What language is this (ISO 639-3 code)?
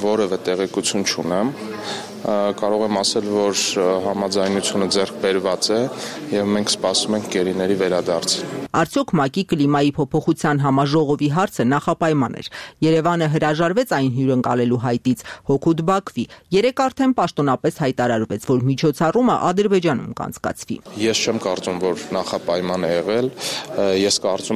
hye